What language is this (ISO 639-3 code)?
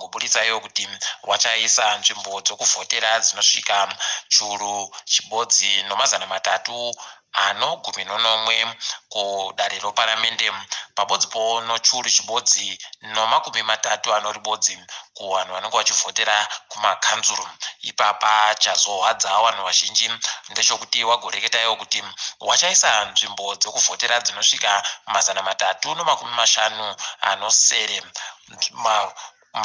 ndc